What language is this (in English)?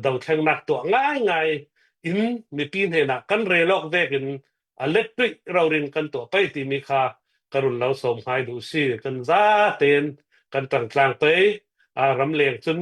Hakha Chin